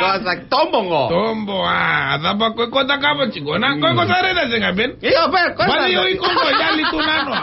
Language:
Fijian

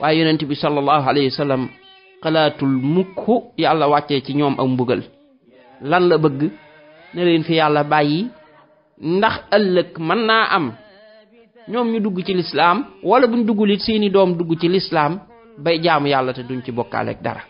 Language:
Wolof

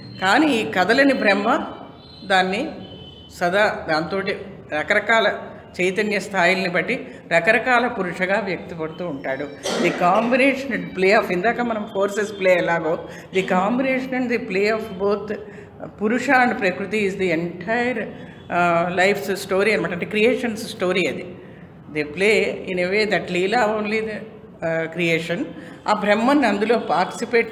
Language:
Telugu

